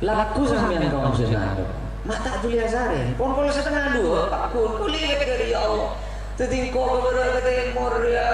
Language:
Madurese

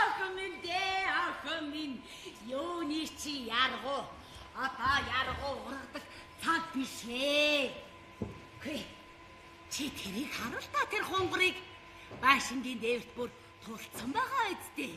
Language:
Mongolian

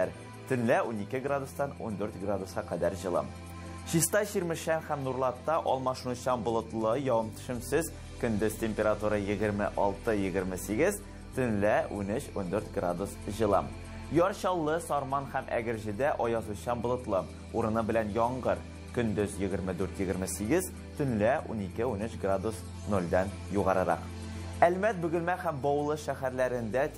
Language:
Tatar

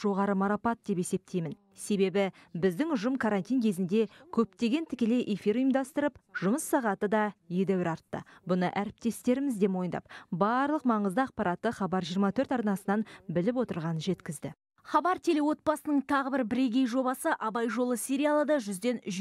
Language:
Kazakh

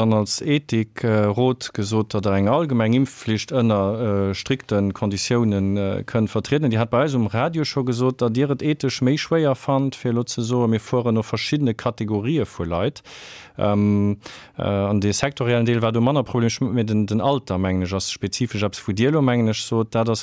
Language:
Luxembourgish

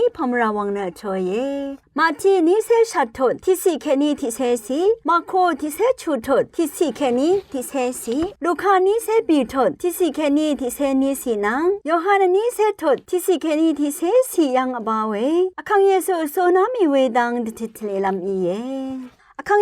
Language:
Rawang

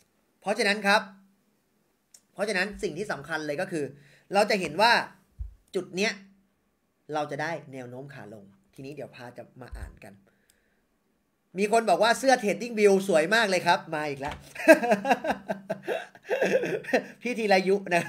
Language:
Thai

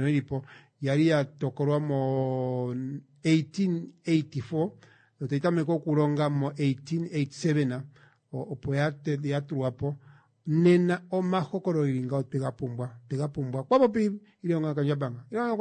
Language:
Kuanyama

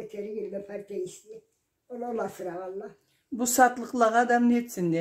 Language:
Karachay-Balkar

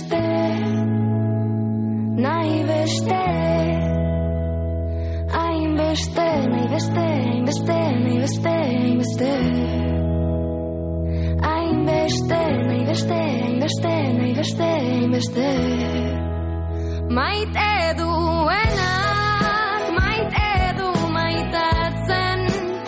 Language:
Basque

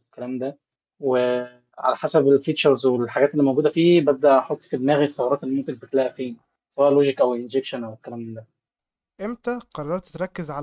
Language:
Egyptian Arabic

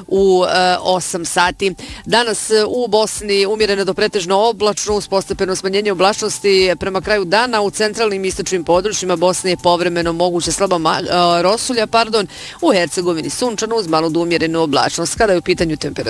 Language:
Bosnian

